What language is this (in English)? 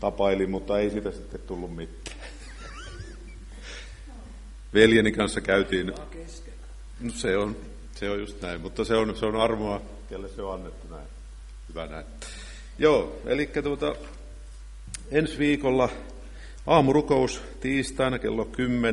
Finnish